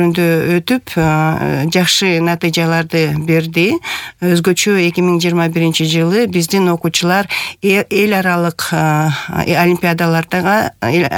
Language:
Kyrgyz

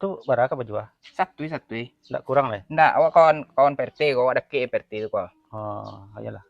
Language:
Minangkabau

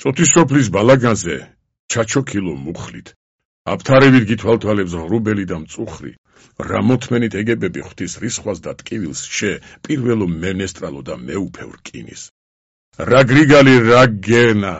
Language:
Georgian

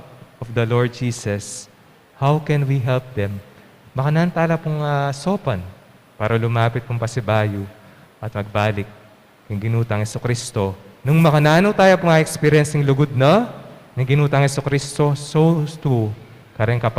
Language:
Pampanga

